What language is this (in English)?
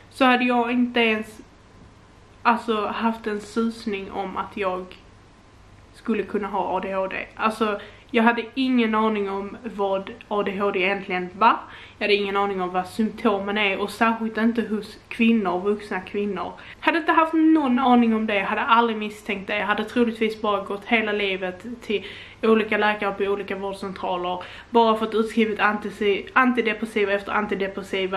Swedish